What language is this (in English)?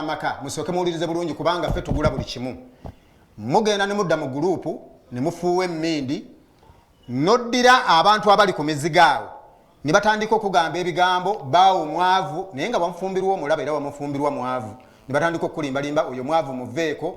Ganda